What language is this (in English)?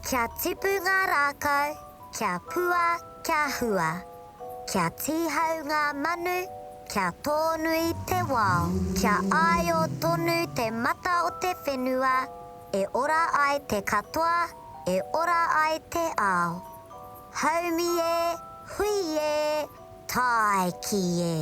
Māori